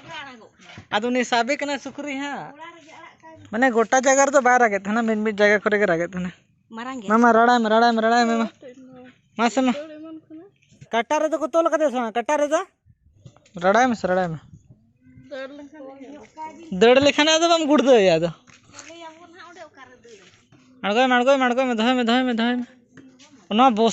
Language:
Santali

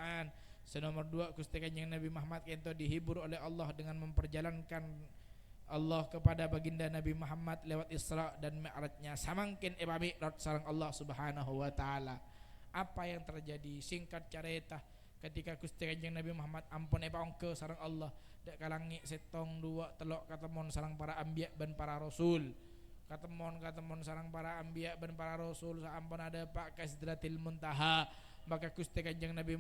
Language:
Madurese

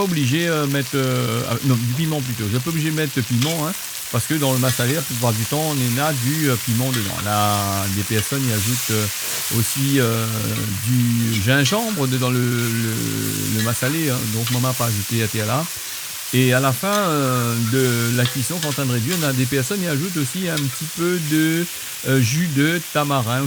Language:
Réunion Creole French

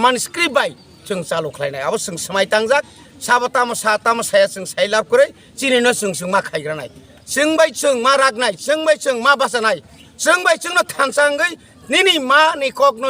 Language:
Kok Borok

